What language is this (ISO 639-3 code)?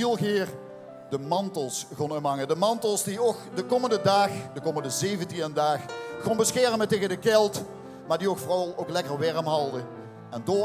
lim